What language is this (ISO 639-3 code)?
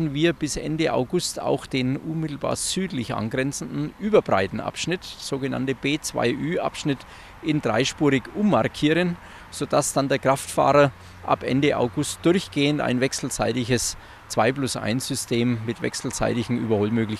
deu